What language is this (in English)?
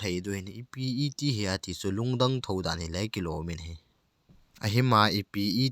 Thado Chin